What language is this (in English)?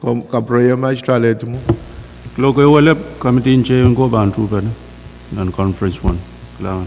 Pohnpeian